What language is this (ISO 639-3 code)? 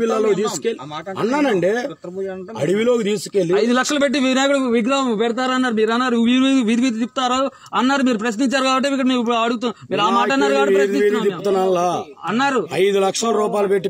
tel